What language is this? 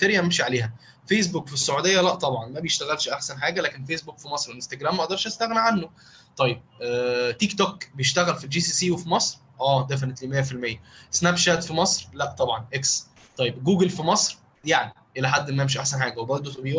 Egyptian Arabic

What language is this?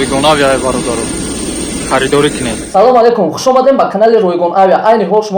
Tajik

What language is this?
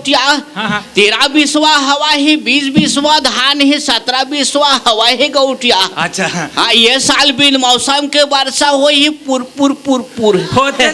Chhattisgarhi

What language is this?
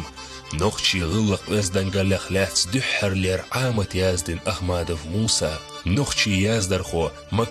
Chechen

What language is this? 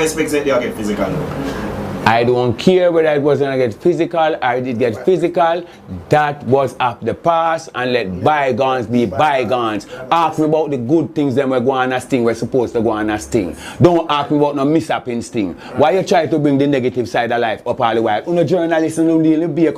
Jamaican Creole English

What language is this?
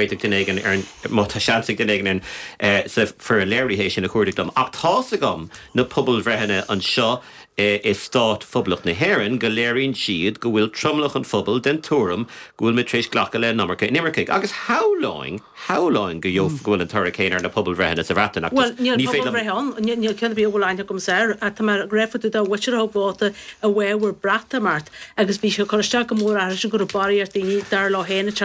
Irish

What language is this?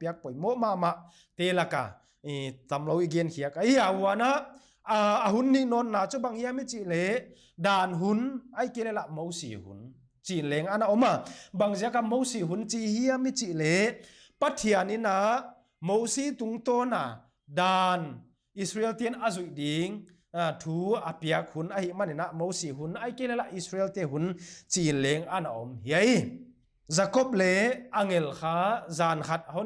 Paite Chin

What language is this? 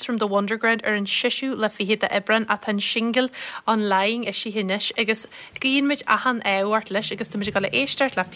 Irish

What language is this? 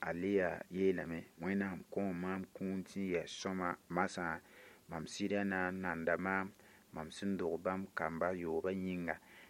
Mossi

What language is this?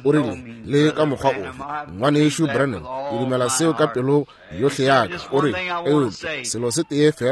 Northern Sotho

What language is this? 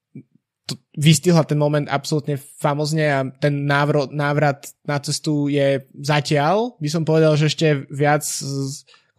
Slovak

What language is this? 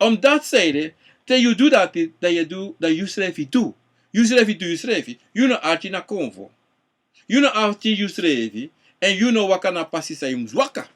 Sranan Tongo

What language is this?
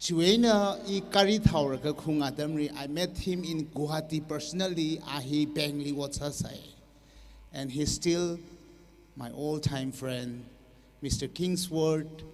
Tangkhul Naga (India)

